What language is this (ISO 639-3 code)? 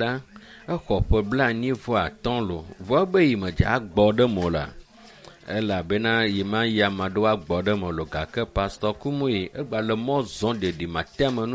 ewe